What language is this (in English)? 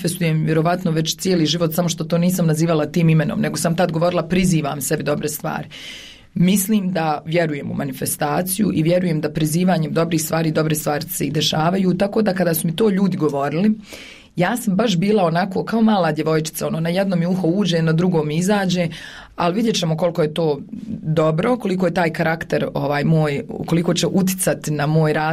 Bosnian